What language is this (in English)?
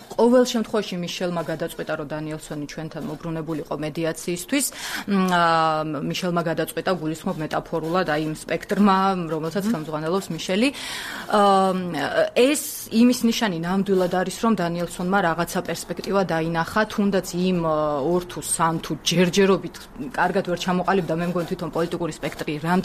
Georgian